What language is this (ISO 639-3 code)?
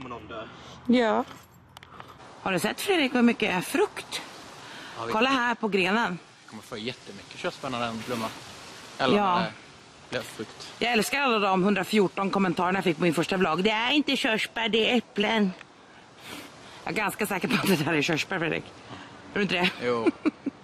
swe